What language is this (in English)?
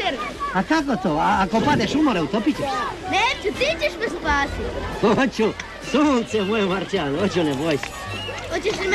Croatian